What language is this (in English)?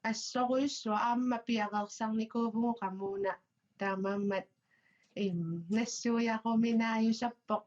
Kalaallisut